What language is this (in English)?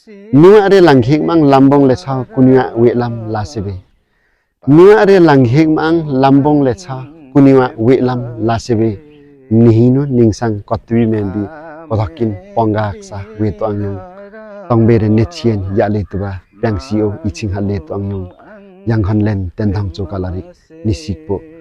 Limbu